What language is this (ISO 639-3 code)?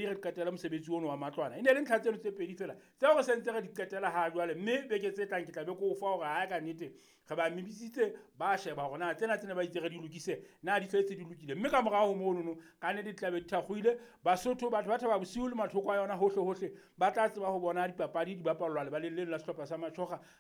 sot